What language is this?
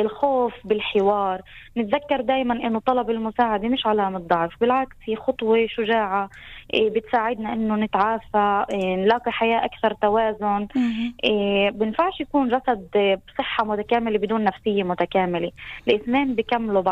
North Levantine Arabic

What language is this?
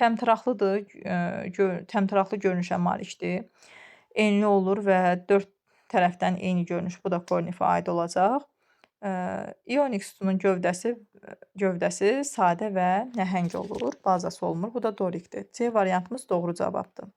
Azerbaijani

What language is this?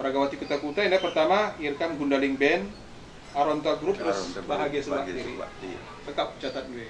Batak Karo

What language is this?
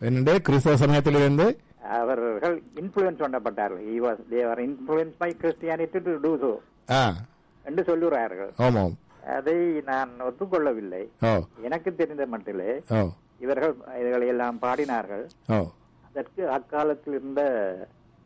Tamil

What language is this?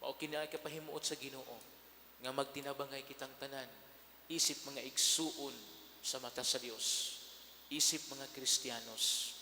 Cebuano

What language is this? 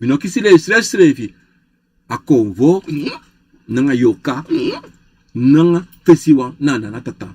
Sranan Tongo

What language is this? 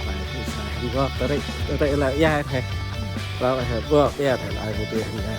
Central Mnong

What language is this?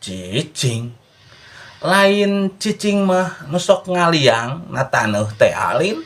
Sundanese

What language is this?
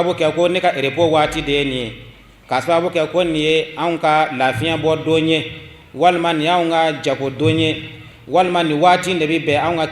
Bambara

